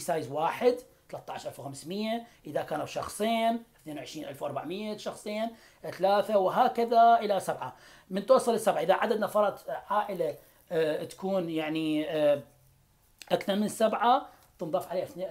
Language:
Mesopotamian Arabic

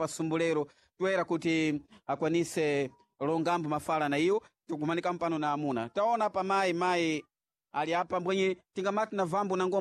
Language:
Sena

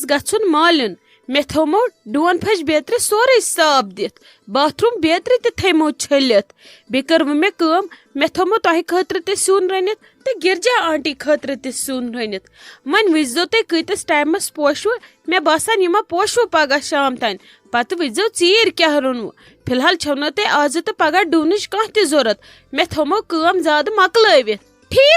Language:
Kashmiri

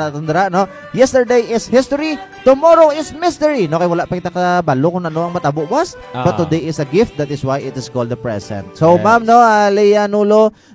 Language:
Hiligaynon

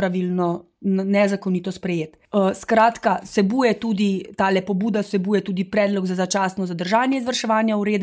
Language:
Slovenian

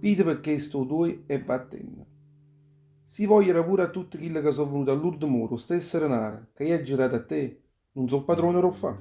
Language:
Neapolitan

